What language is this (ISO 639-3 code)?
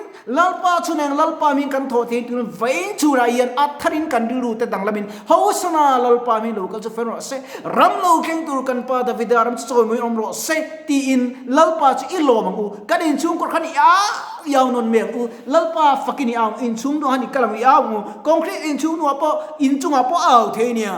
lus